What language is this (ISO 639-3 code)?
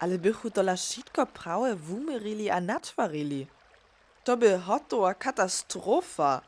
hsb